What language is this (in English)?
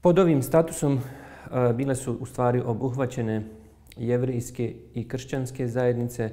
Bosnian